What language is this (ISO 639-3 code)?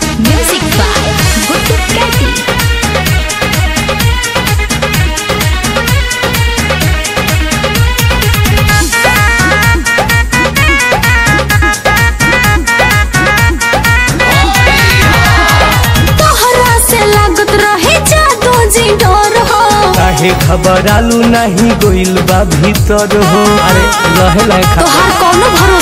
bho